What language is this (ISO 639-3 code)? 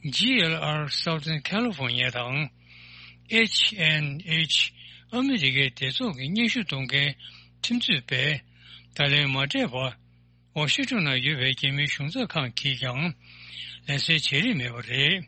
bod